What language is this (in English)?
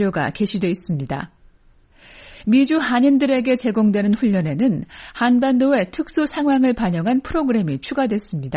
Korean